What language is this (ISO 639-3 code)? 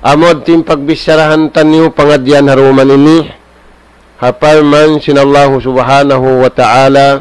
tsg